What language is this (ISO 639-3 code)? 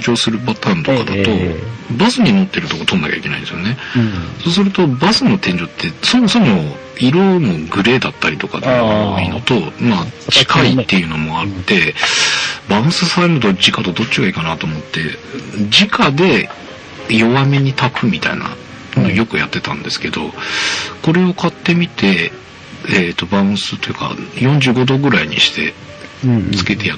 jpn